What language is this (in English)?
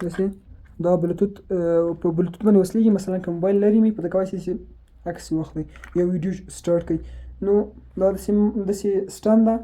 Pashto